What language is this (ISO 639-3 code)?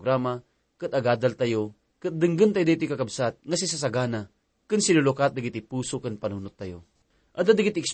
ilo